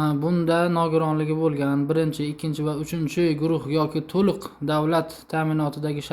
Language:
Uzbek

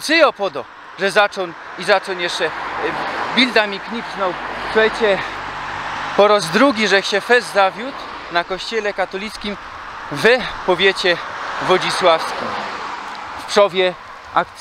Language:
Silesian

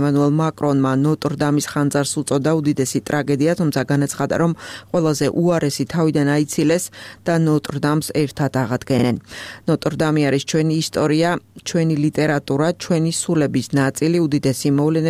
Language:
Georgian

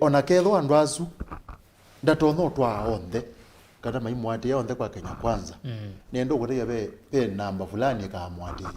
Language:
Kamba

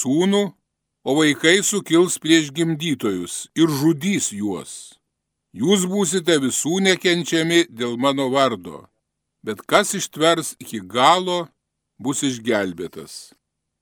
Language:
Lithuanian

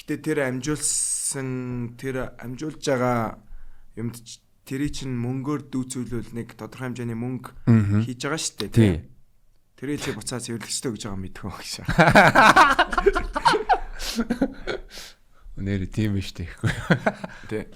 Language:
Mongolian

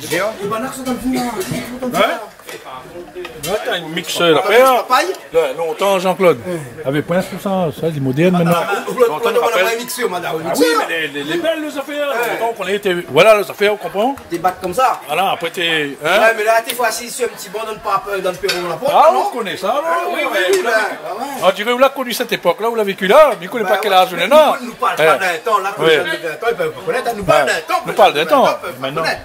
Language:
Réunion Creole French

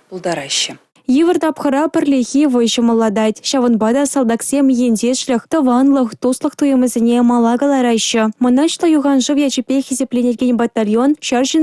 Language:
Chuvash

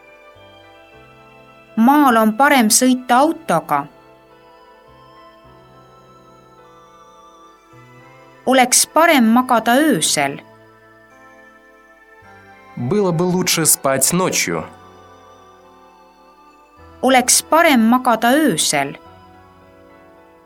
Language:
Estonian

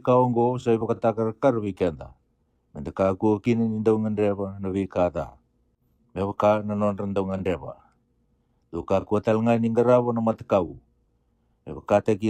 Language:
Fijian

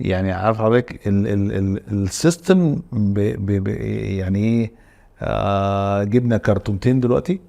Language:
Egyptian Arabic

